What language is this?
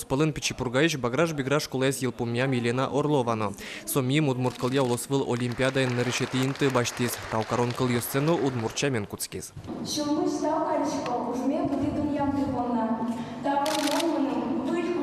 Udmurt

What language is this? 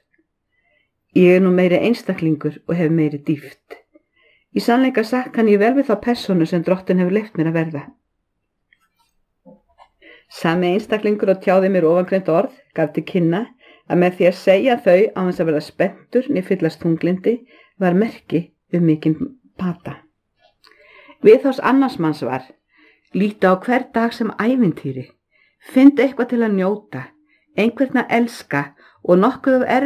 Icelandic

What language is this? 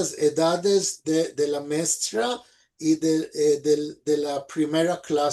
Ladino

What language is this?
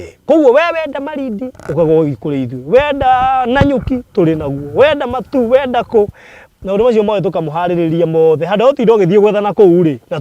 Kikuyu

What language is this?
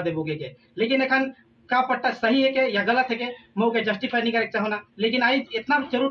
Sadri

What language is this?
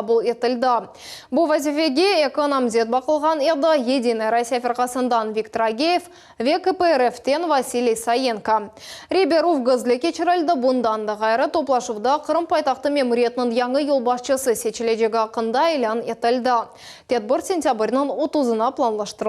Crimean Tatar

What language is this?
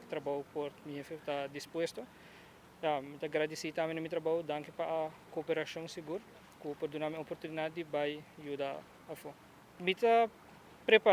Papiamento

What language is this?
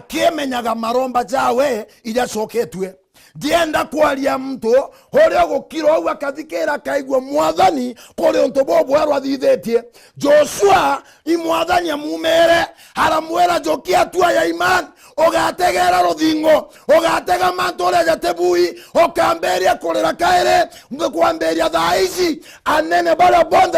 Meru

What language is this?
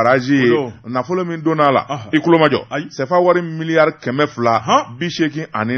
Bambara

